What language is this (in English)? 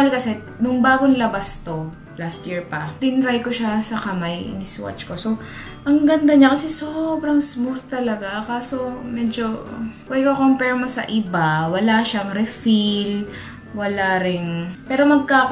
Filipino